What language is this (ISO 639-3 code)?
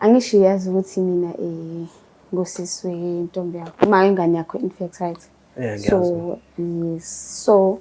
zul